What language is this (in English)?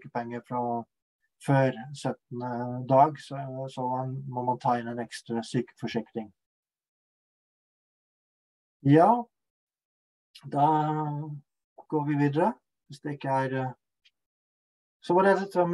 Norwegian